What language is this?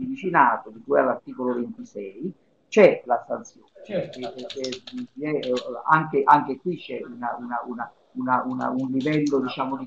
Italian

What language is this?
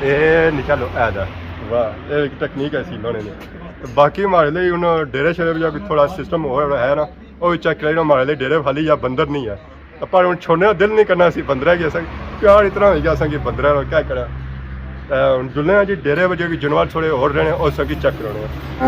Pahari-Potwari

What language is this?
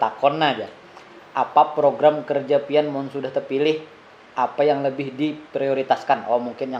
Banjar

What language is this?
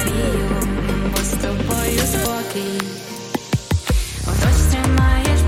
Ukrainian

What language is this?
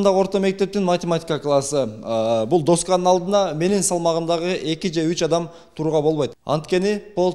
Kyrgyz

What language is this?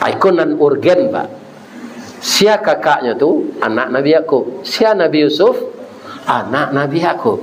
Minangkabau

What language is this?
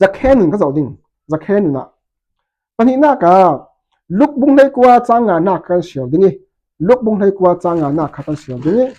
Falam Chin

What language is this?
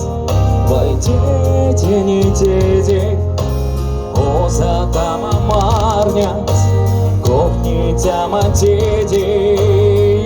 Moksha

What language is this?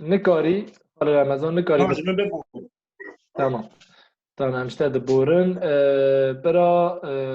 Kurdish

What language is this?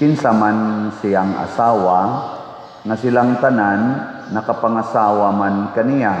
Cebuano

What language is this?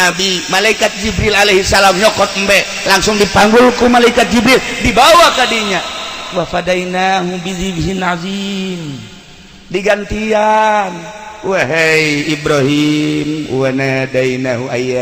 Sundanese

